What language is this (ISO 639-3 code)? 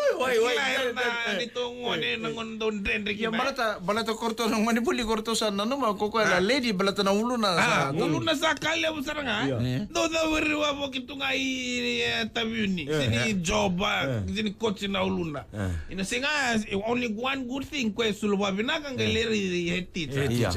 fij